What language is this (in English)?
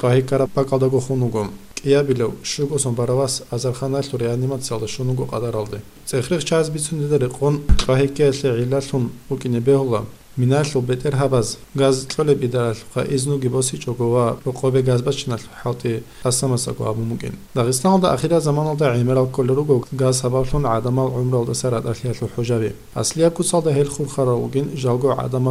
Avaric